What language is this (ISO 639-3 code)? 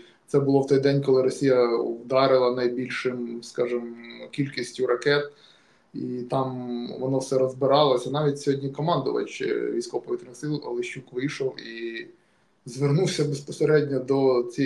ukr